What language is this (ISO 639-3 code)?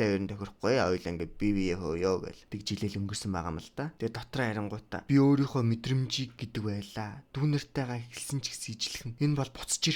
mon